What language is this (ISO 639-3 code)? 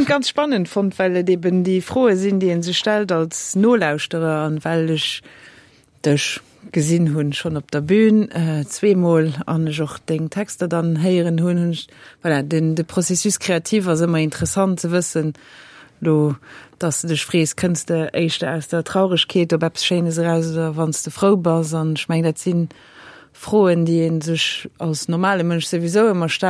ltz